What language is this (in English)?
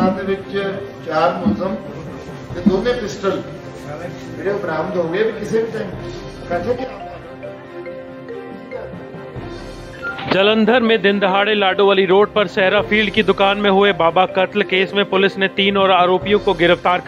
Punjabi